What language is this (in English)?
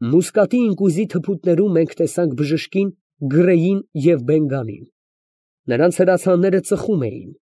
Armenian